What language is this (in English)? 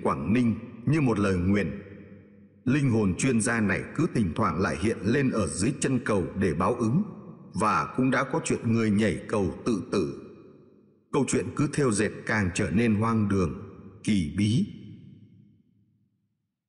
Vietnamese